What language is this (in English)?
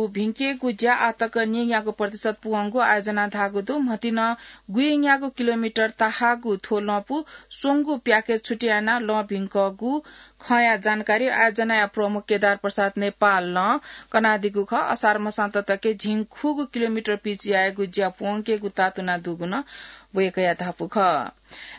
Newari